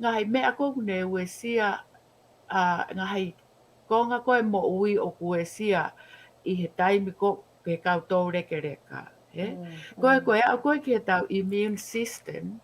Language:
Tongan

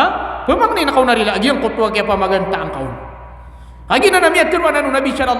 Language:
Maranao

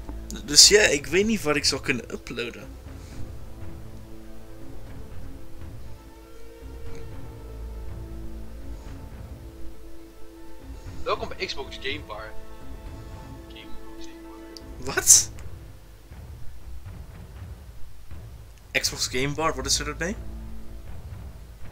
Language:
Dutch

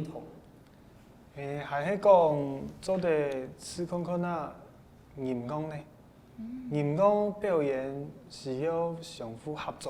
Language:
Hakka Chinese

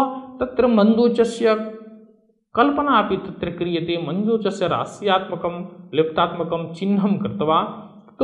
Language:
Sanskrit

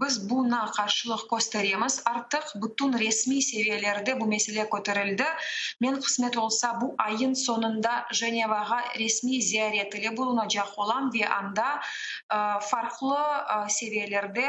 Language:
Crimean Tatar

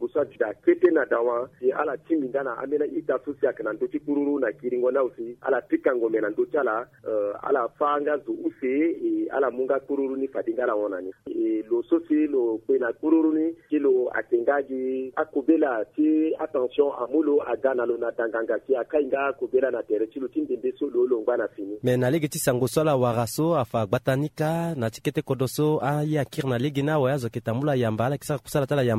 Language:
Sango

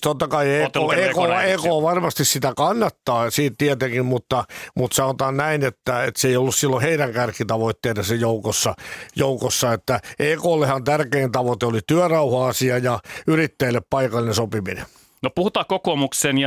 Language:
Finnish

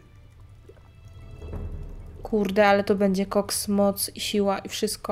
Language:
Polish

